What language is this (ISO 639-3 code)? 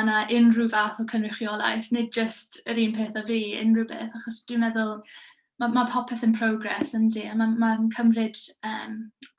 cym